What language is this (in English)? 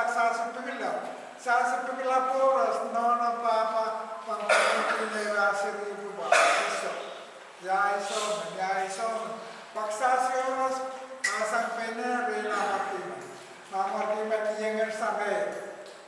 Pohnpeian